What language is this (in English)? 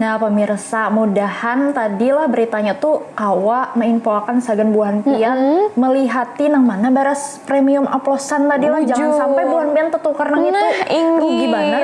Banjar